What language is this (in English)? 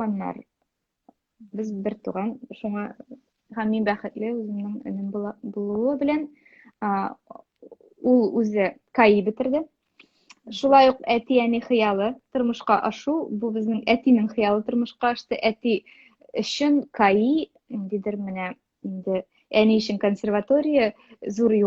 Tatar